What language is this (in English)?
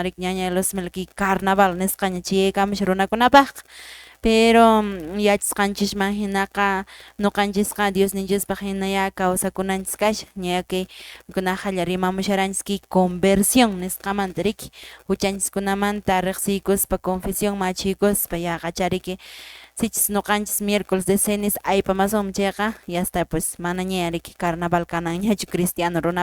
Quechua